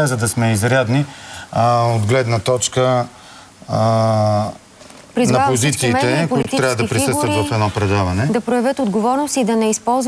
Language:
Bulgarian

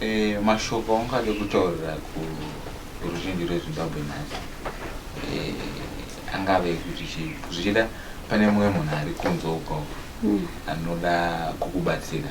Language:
Shona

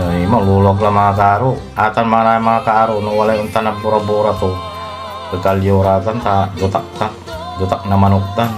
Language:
Pangasinan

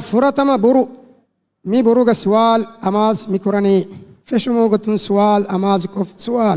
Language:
Divehi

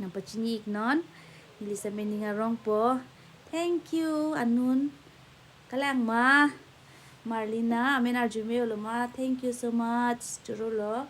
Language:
Karbi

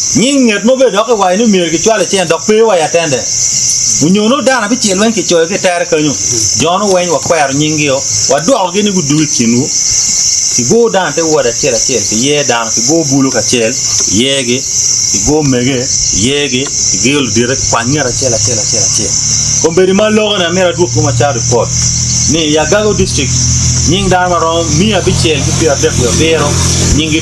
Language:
Acoli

